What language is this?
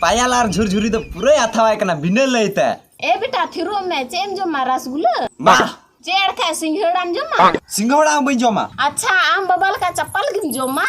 Santali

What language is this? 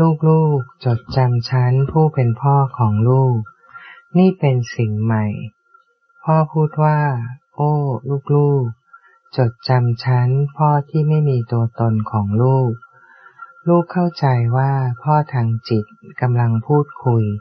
Thai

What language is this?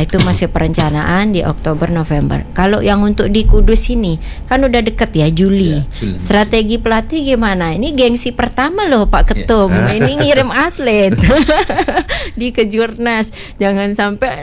Indonesian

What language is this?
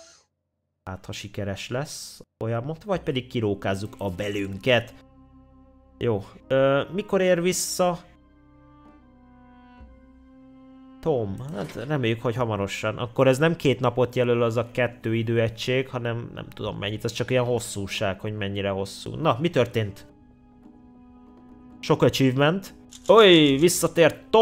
Hungarian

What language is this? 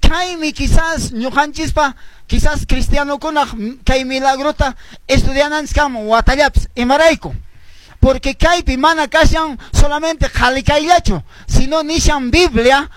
Quechua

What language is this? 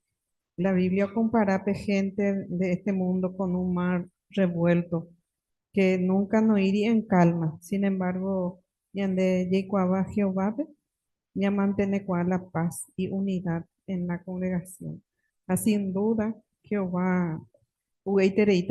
Guarani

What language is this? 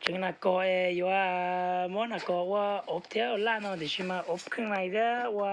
Hmong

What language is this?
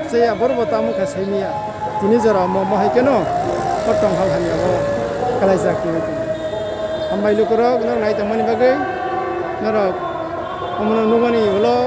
Kok Borok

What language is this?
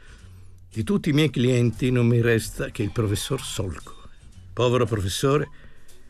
Italian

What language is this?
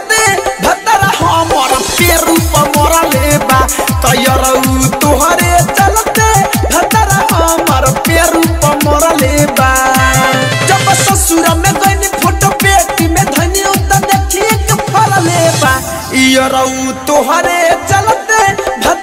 Bhojpuri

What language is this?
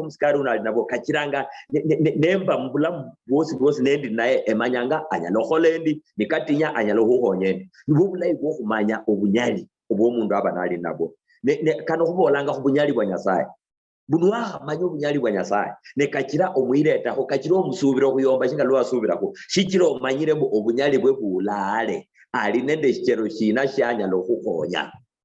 Luyia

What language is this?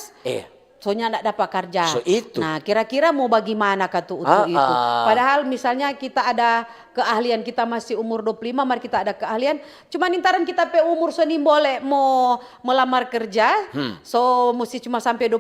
Manado Malay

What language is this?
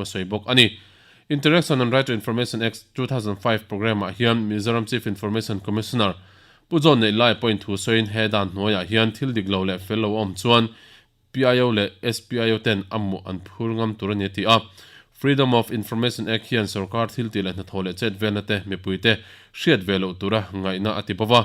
Mizo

